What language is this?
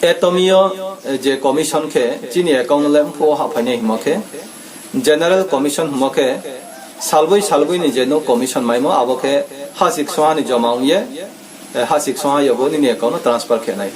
Riang (India)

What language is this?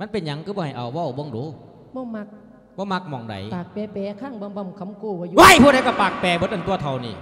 Lao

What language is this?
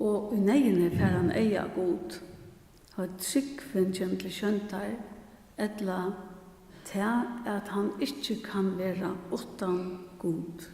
Faroese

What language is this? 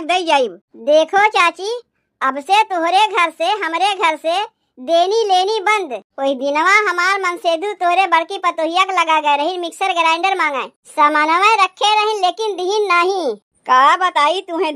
Awadhi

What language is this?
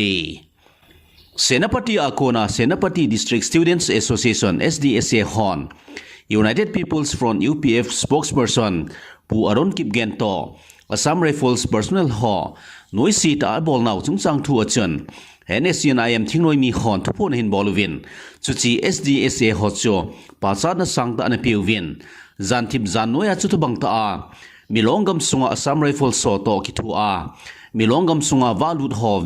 Thado Chin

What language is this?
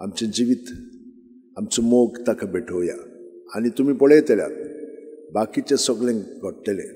Konkani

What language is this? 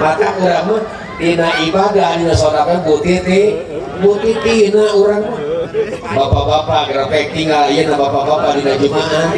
Sundanese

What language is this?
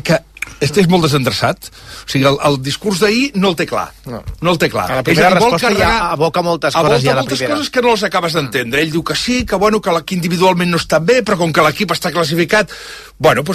Catalan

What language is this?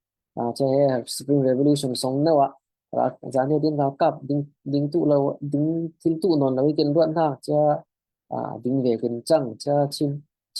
Falam Chin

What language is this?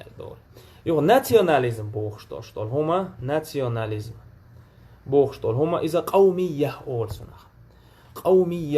Chechen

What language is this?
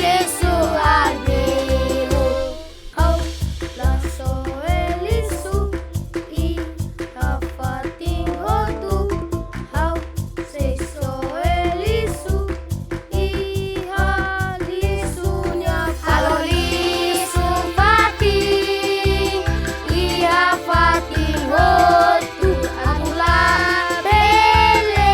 Tetum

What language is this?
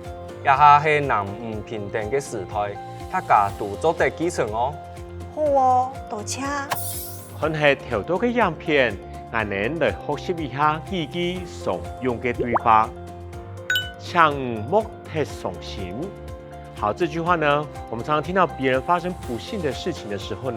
Hakka Chinese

